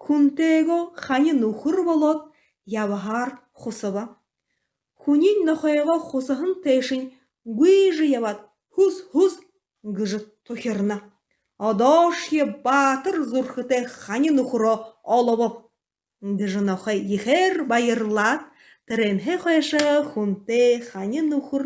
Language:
Buriat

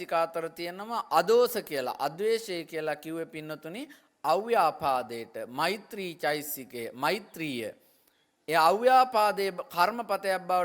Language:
Sinhala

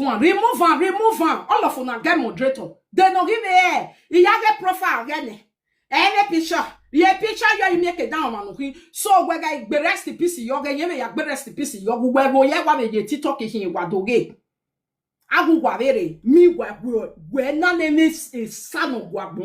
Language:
Nigerian Pidgin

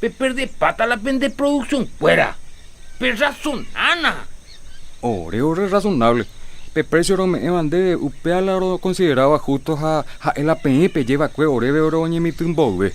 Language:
Guarani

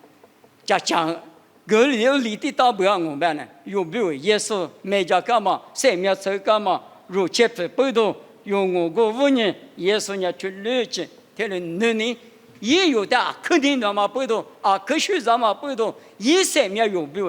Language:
Lisu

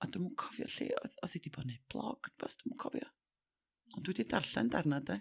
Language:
Welsh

